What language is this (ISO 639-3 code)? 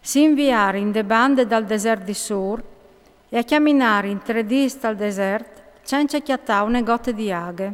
fur